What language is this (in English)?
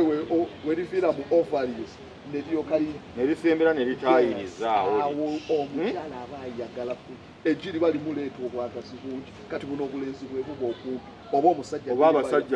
Ganda